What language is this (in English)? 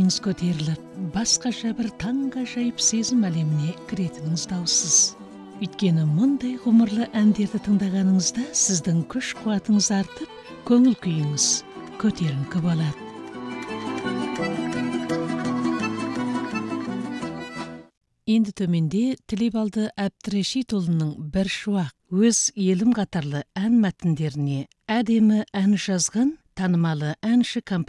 Kazakh